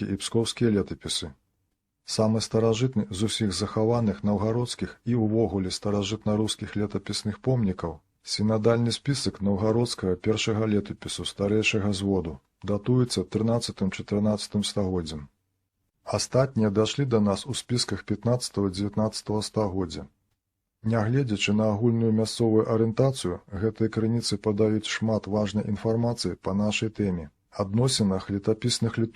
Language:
Belarusian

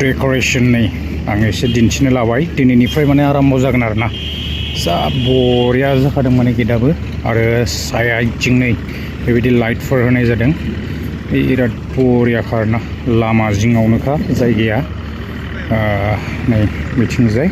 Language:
Bodo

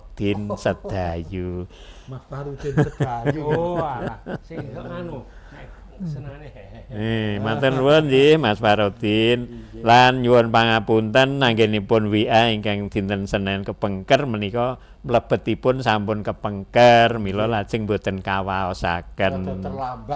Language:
Javanese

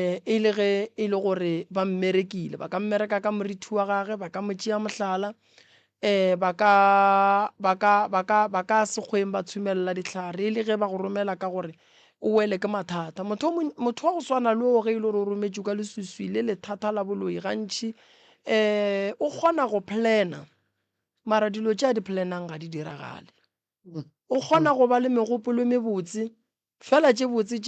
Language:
Northern Sotho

